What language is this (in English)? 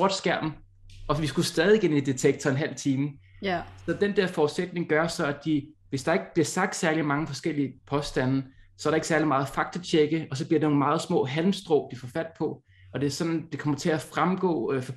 Danish